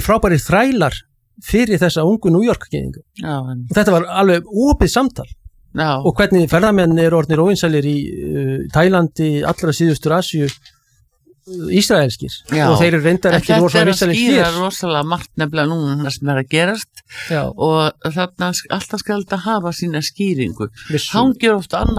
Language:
Icelandic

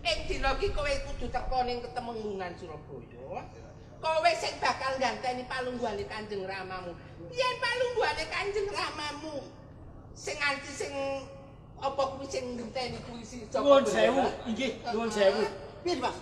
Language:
Javanese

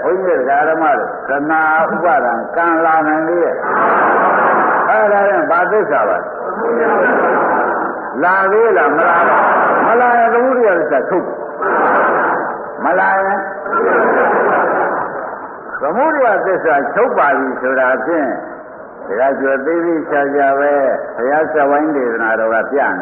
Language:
Burmese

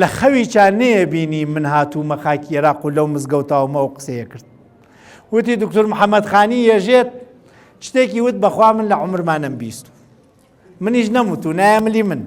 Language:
Central Kurdish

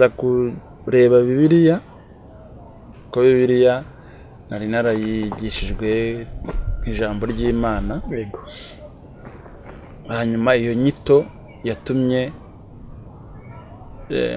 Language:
Kinyarwanda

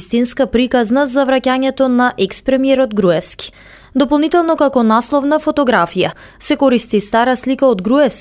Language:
Macedonian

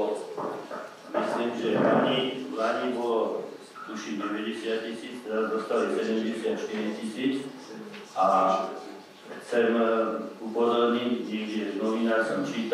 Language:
Slovak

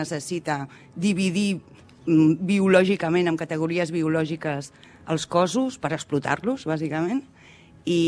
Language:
Catalan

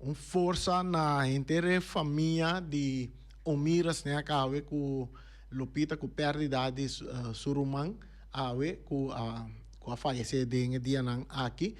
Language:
Papiamento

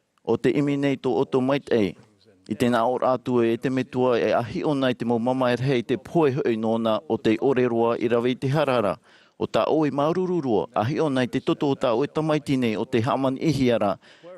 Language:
Tahitian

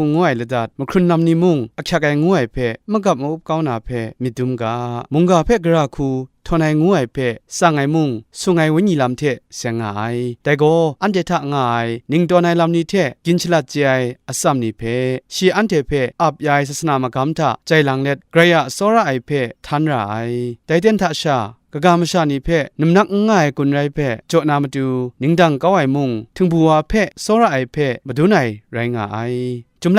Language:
Kachin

